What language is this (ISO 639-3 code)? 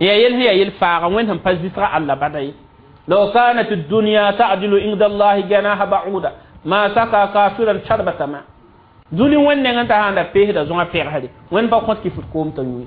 mos